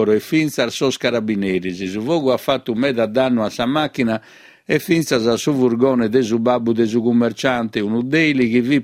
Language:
Sardinian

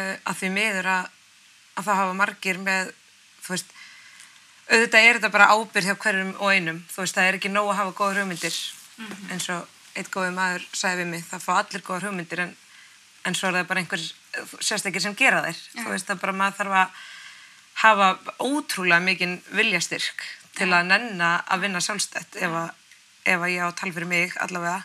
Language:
Icelandic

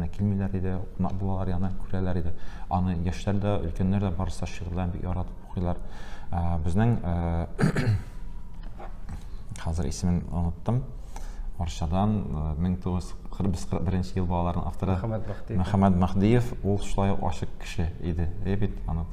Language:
Tatar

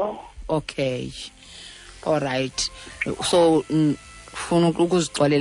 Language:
Xhosa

